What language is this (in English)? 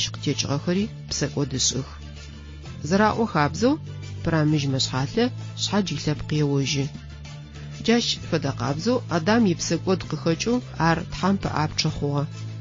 Adyghe